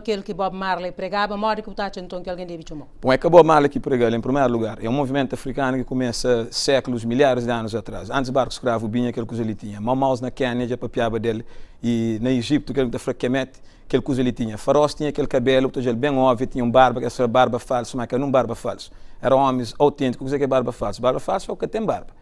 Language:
Kabuverdianu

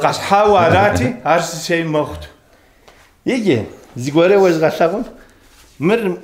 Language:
Kabardian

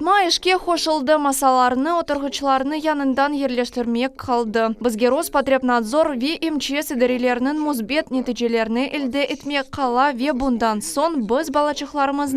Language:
Crimean Tatar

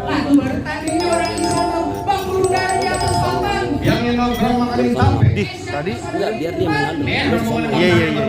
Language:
Betawi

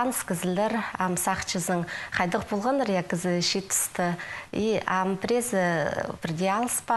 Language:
Khakas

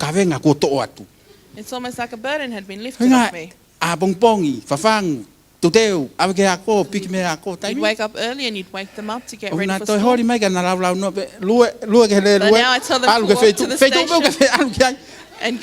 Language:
Tongan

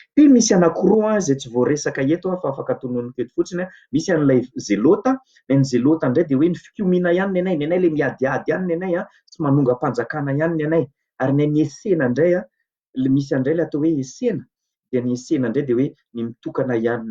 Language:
Malagasy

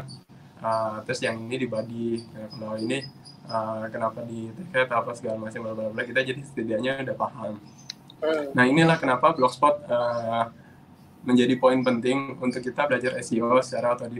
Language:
Indonesian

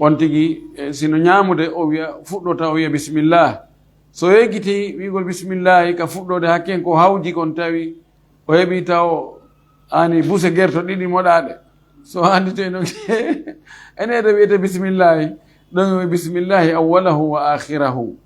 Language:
Fula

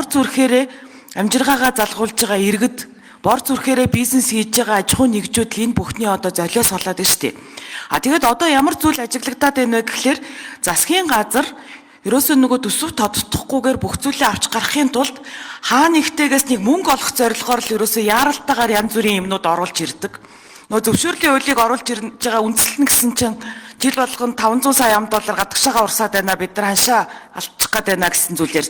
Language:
Mongolian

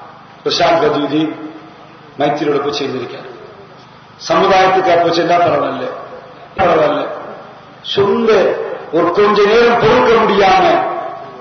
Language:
Tamil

